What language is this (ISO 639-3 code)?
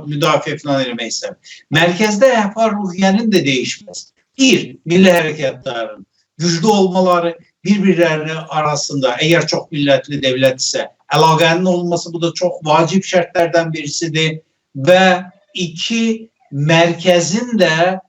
azb